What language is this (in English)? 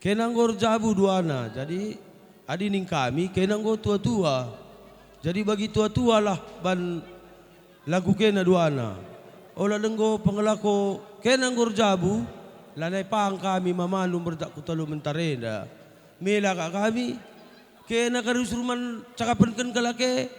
Batak Karo